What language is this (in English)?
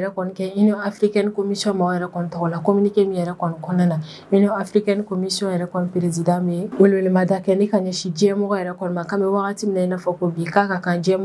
Bambara